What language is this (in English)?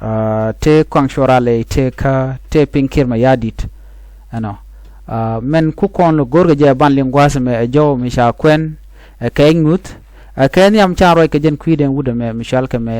Nuer